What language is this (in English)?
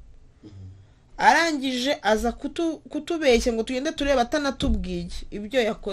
Kinyarwanda